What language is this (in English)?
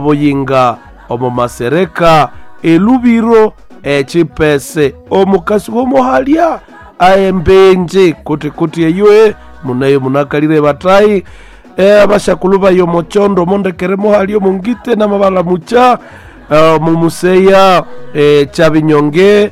Nande